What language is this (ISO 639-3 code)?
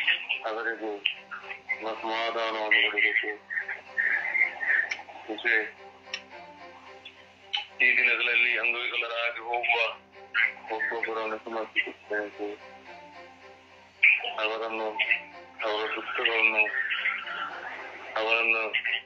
kan